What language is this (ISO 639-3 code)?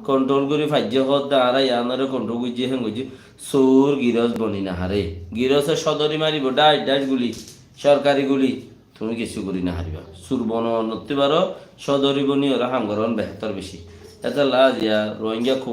rhg